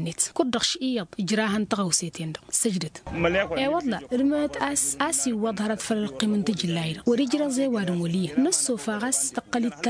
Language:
Tamasheq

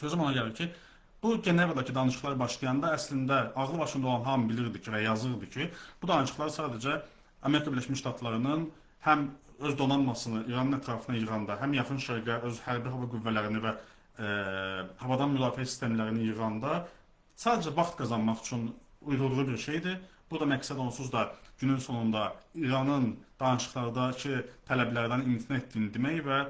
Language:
Azerbaijani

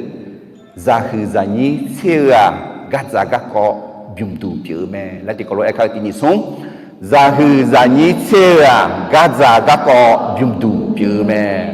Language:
Akha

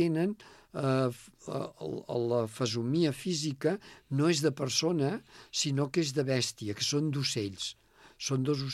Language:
Catalan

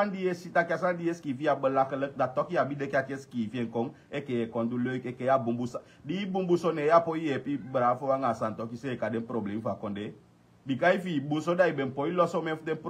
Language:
Sranan Tongo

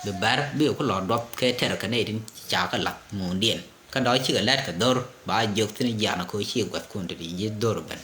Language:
Nuer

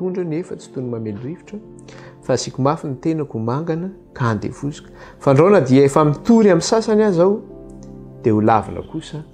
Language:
Malagasy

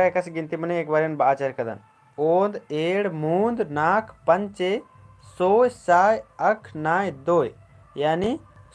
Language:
Kurukh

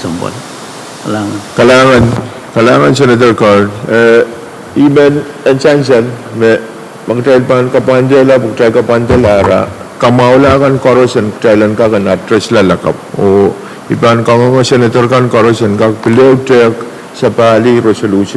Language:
Pohnpeian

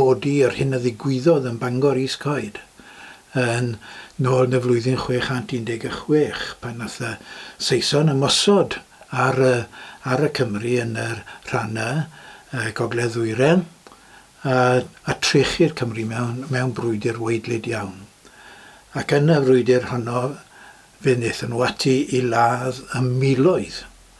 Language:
Welsh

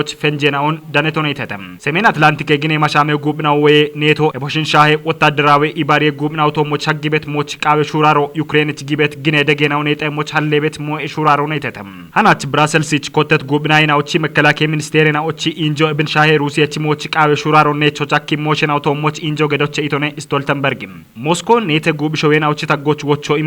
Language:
Kafa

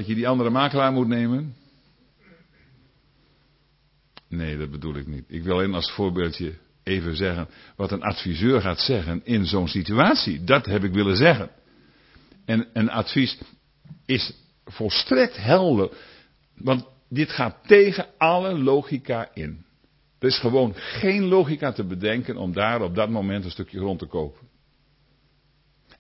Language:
Dutch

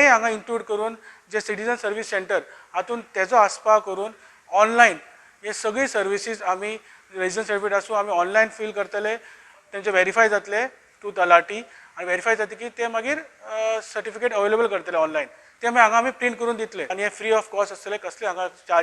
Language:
Konkani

